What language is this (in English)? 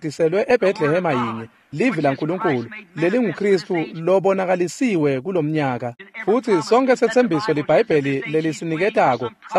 Swati